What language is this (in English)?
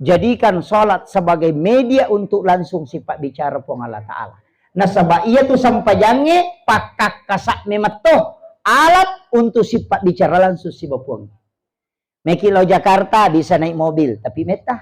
Buginese